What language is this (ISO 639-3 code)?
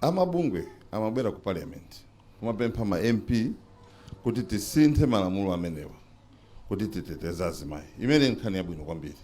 nya